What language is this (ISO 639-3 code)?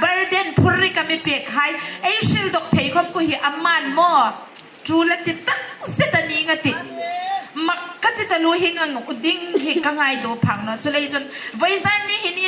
hmr